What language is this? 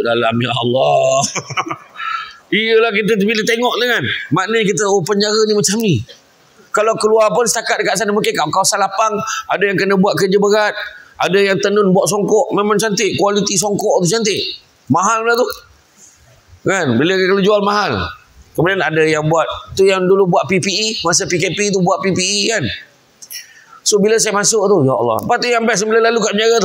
Malay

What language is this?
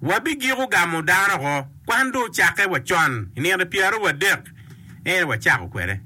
Acoli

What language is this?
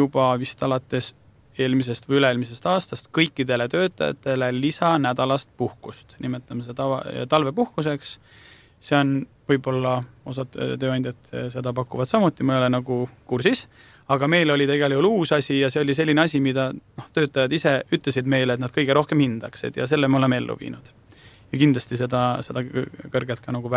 Estonian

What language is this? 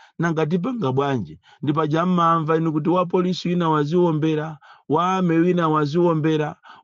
Nyanja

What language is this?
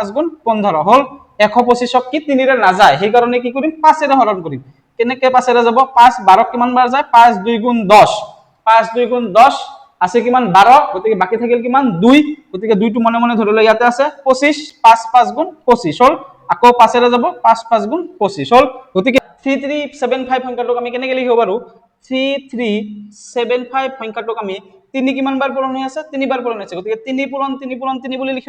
Assamese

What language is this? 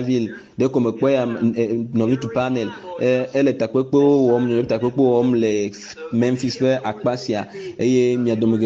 Ewe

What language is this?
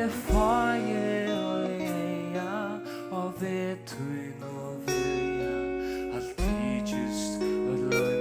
Faroese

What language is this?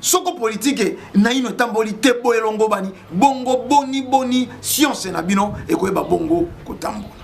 Lingala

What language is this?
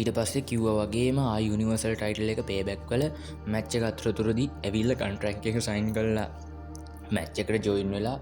Sinhala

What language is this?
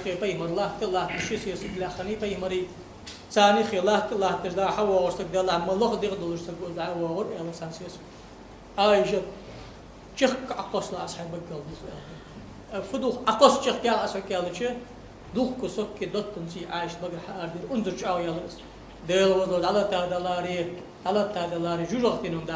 Ingush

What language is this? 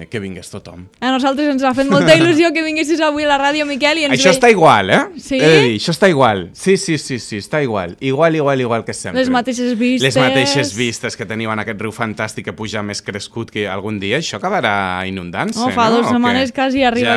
Catalan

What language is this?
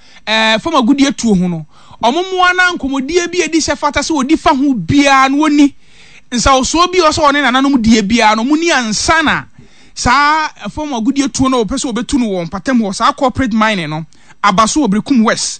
Akan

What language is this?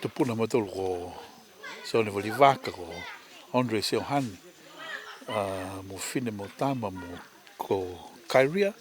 Niuean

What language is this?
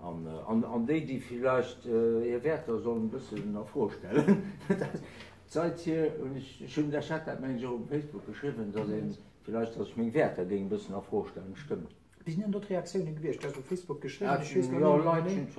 Luxembourgish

